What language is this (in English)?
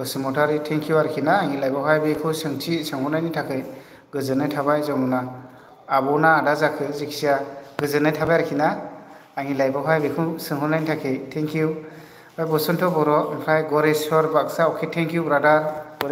Bodo